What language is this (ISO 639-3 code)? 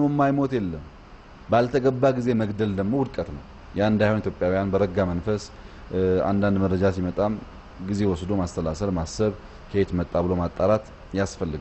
amh